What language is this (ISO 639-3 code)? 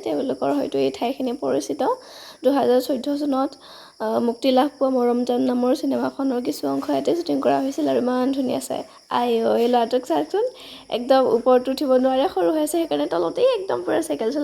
asm